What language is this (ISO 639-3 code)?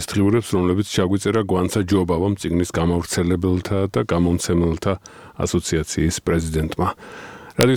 kat